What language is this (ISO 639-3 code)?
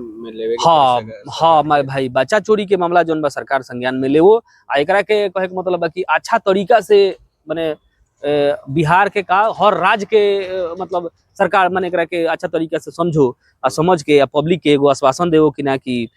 bho